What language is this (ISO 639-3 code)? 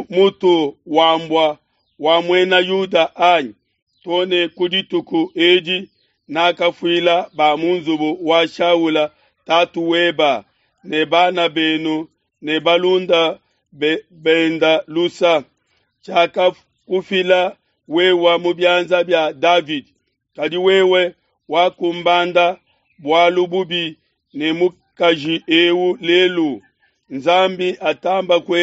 lua